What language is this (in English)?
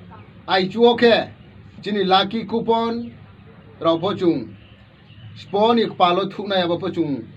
Riang (India)